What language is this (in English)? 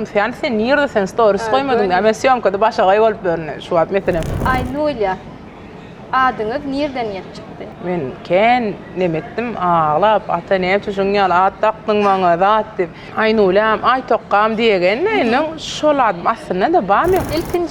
Turkmen